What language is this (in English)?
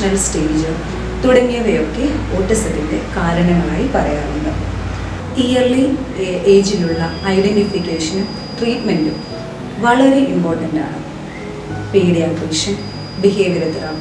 Malayalam